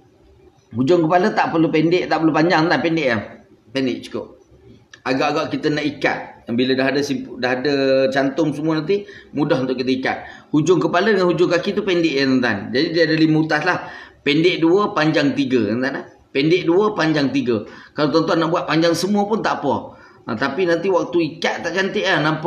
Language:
Malay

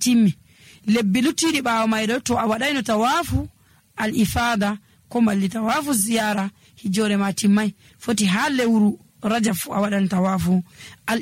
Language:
Nigerian Fulfulde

